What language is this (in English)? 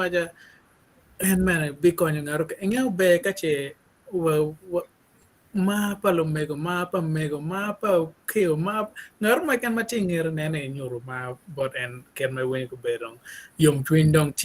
Acoli